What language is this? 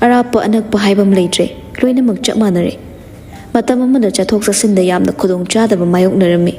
Manipuri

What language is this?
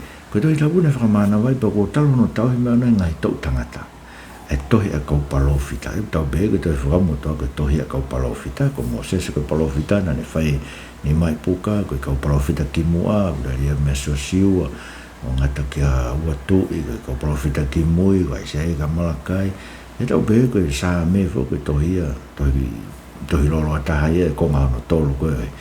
Tongan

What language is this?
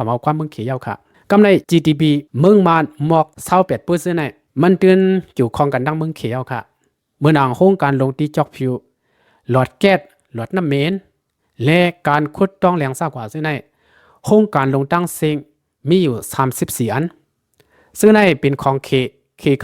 Shan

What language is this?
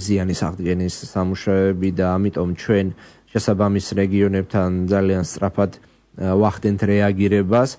Georgian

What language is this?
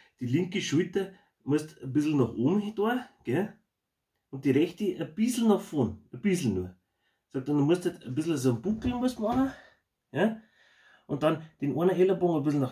Bavarian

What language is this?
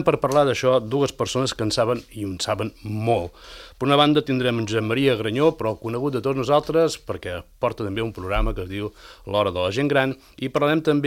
Catalan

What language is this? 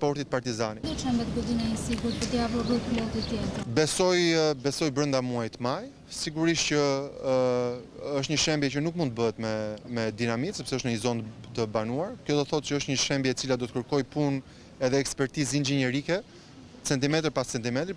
Albanian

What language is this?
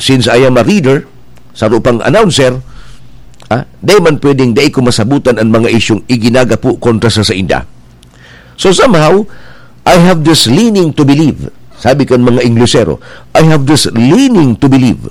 Bikol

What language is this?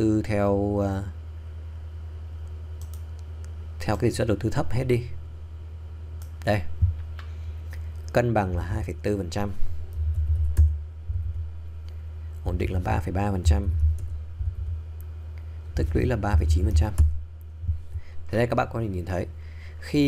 Vietnamese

